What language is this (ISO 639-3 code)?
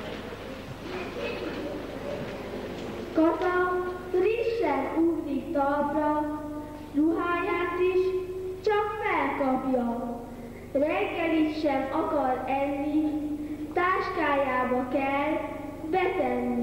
hun